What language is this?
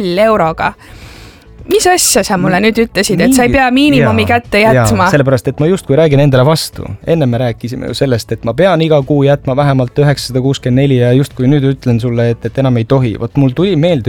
Estonian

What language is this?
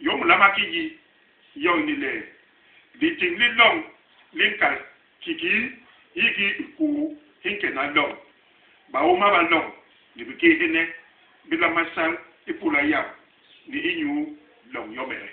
Basaa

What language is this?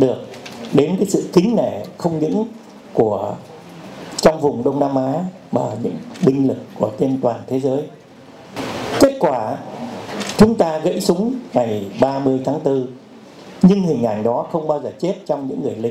Vietnamese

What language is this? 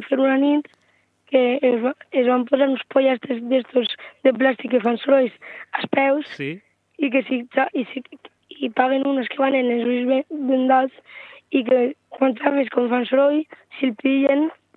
Catalan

